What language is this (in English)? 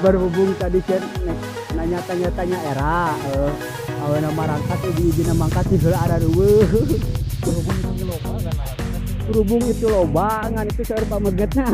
Sundanese